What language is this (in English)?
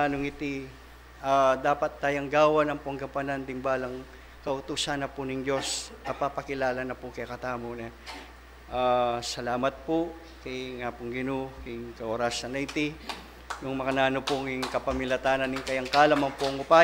Pampanga